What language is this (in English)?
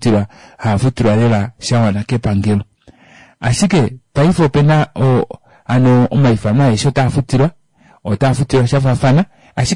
Kuanyama